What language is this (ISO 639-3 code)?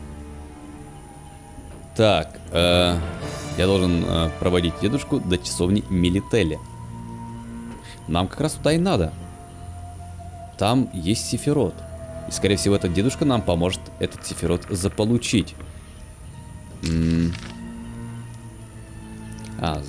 rus